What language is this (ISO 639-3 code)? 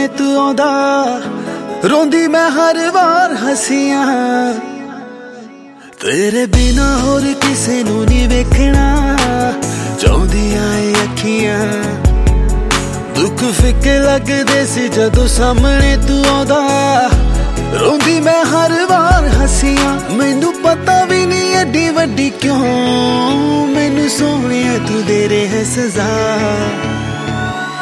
pan